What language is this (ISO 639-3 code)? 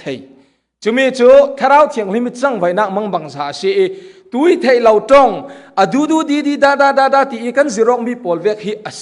cfm